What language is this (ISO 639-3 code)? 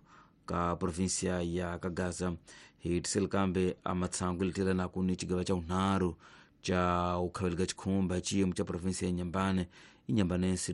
tso